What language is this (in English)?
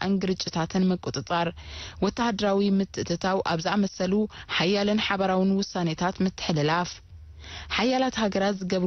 Tigrinya